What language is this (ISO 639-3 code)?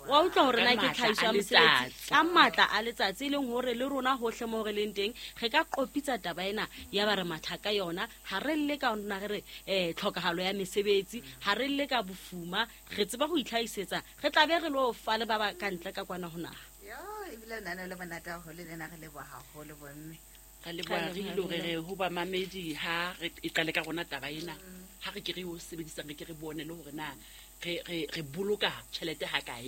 sot